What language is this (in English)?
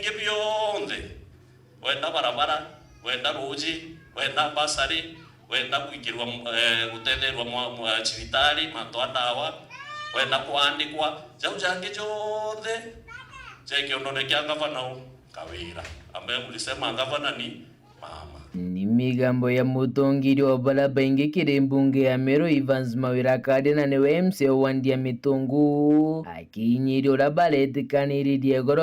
Meru